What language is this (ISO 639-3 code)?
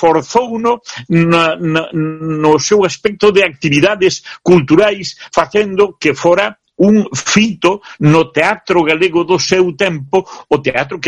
glg